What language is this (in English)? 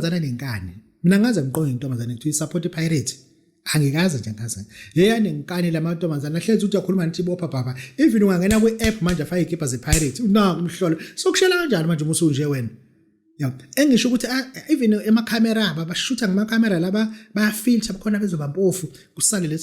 Zulu